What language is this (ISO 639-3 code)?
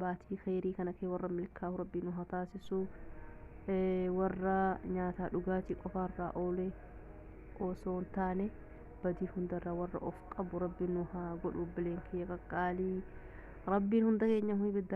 orm